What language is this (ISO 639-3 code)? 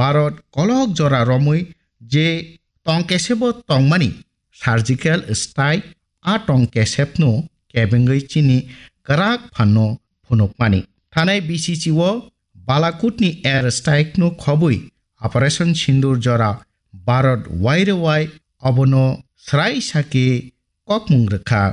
trp